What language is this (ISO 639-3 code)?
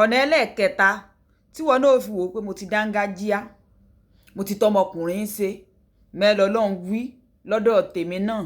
yor